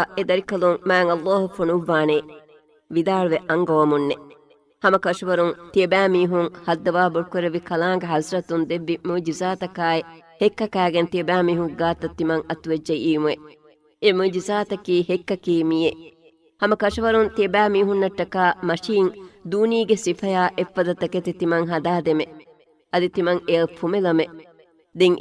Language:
Divehi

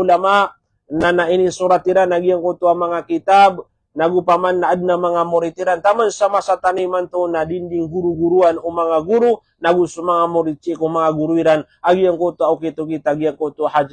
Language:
Maranao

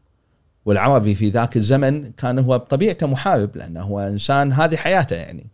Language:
Gulf Arabic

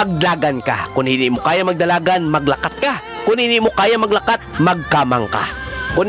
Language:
Hiligaynon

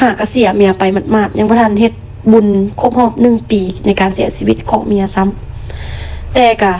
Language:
Lao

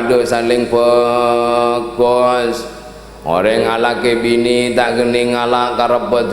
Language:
Madurese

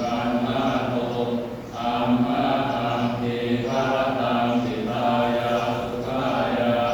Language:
Pali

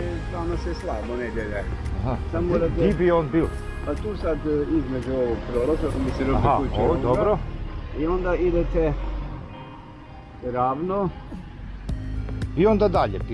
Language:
Croatian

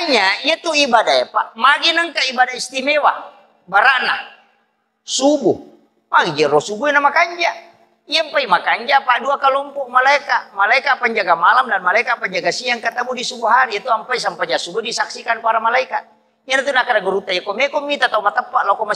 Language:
Buginese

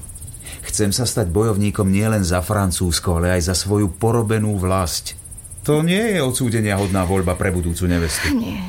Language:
Slovak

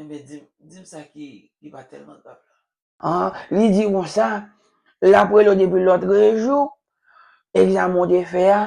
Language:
Haitian Creole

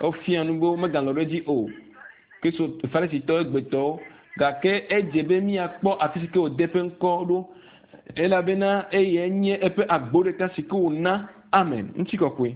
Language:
Ewe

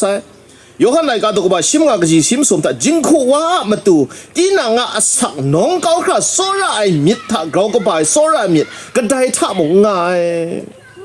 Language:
Kachin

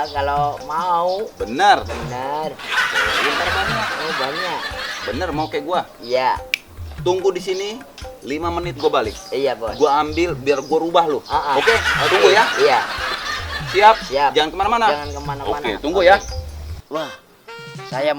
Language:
Betawi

